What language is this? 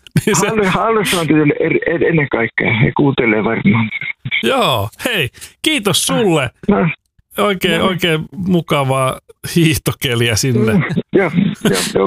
Finnish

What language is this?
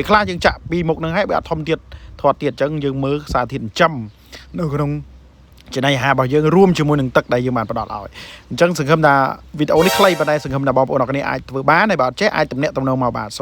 Khmer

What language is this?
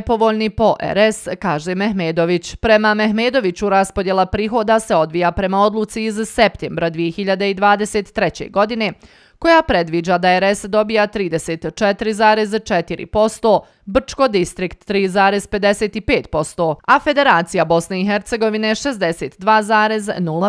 Bosnian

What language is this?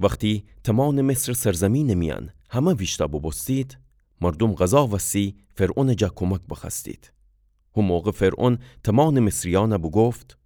Gilaki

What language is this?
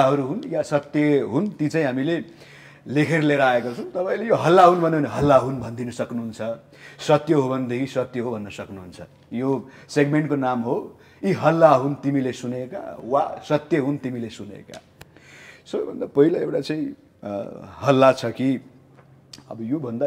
Nepali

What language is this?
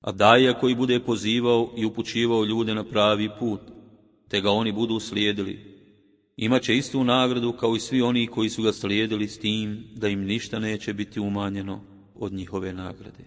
Bosnian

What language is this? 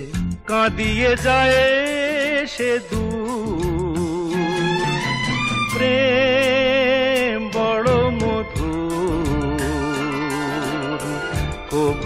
Bangla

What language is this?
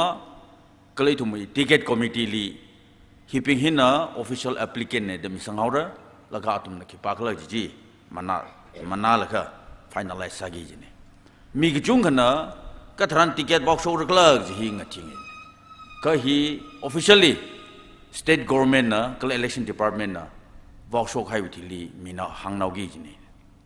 Tangkhul Naga (India)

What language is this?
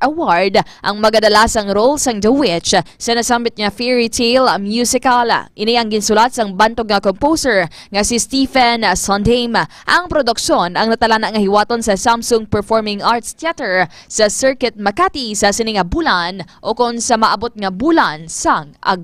Hiligaynon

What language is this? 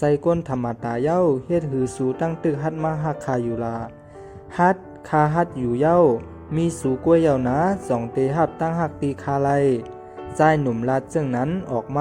Shan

